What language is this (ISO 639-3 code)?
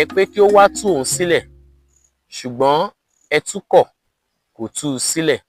yor